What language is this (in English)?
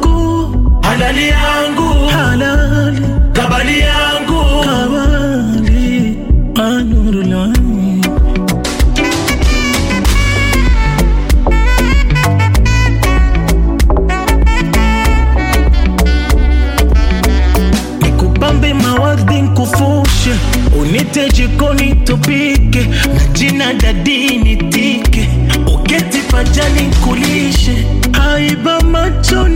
Swahili